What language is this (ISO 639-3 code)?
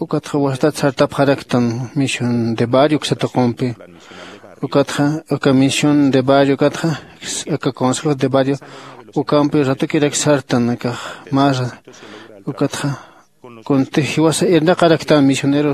aym